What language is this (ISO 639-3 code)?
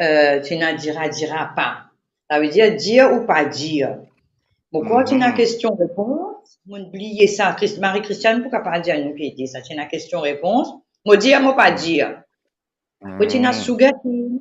mfe